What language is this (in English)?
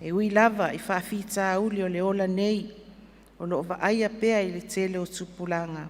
Samoan